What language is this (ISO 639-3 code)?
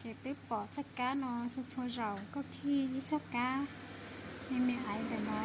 hmn